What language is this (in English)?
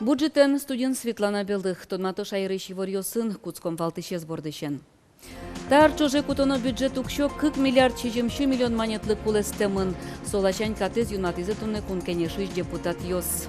Udmurt